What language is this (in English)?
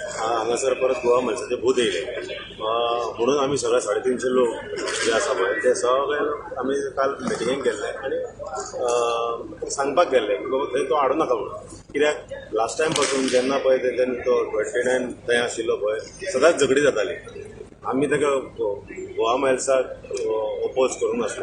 Konkani